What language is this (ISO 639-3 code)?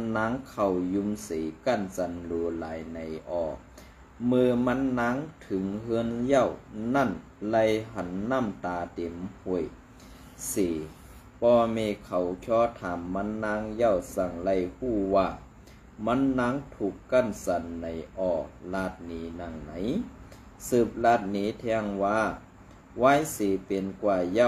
shn